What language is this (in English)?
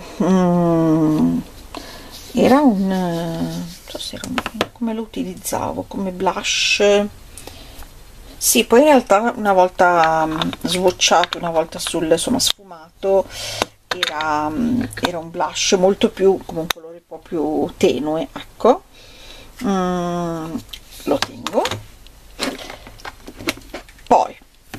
Italian